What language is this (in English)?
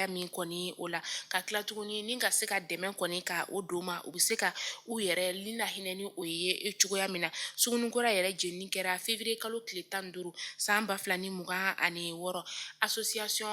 Bambara